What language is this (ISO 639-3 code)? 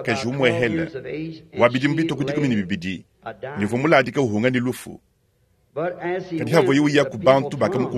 lua